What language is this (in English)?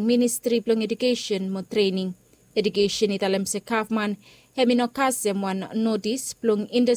Bislama